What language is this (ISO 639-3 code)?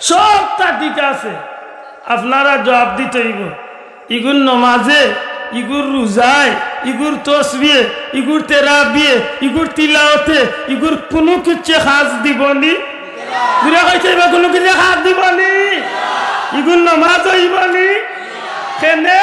syl